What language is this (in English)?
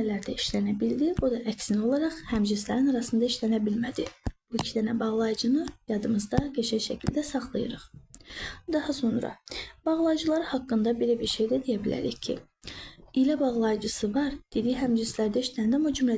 Azerbaijani